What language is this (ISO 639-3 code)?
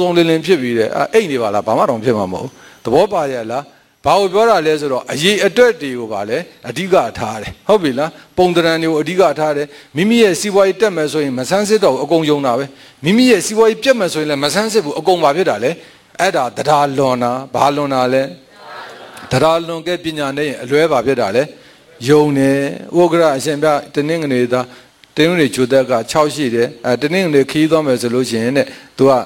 mya